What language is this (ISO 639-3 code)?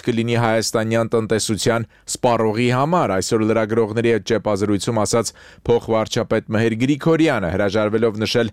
hye